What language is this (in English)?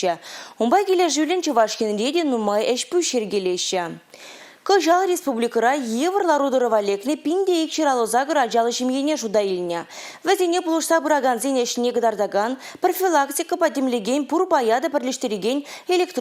Chuvash